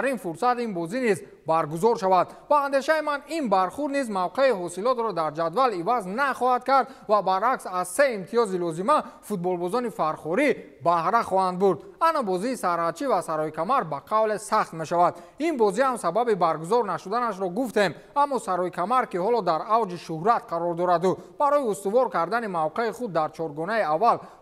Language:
Tajik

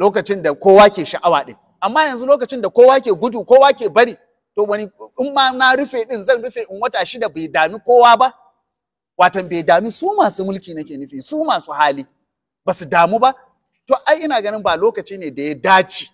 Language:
Hausa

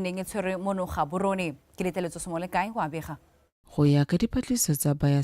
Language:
Tswana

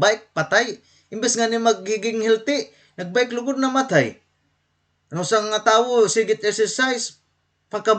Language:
Waray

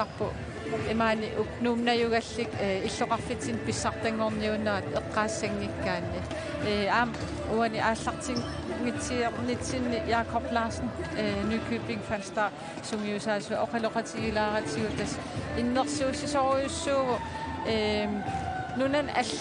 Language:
Kalaallisut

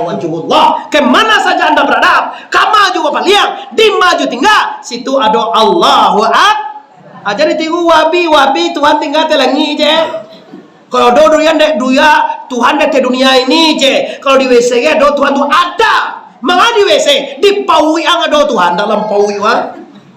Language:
Minangkabau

